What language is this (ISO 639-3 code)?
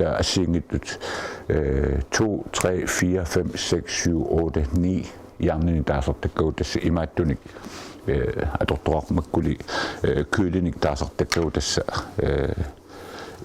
kal